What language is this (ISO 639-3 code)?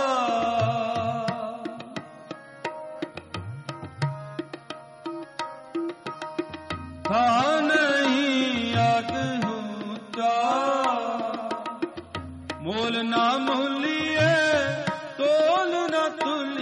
pan